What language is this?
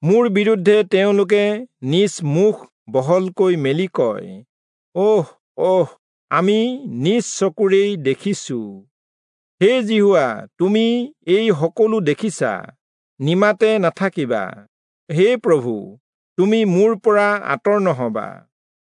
Assamese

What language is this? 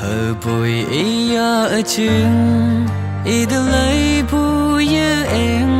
Naga Pidgin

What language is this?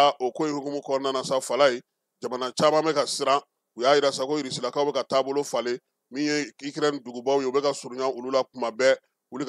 Bambara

